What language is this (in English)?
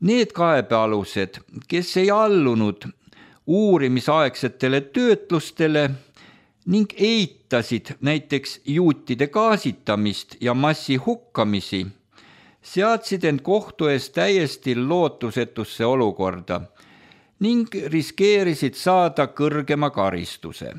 Estonian